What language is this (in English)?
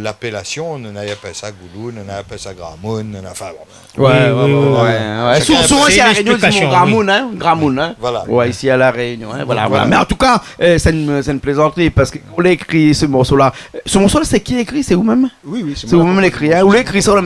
Réunion Creole French